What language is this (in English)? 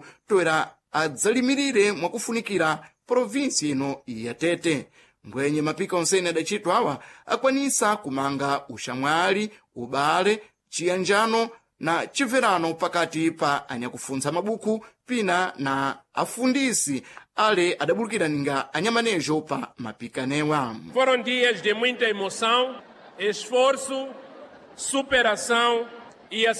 Sena